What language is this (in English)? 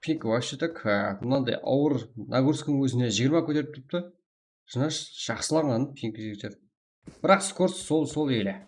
Kara-Kalpak